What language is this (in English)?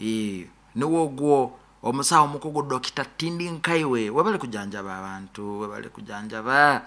Nyoro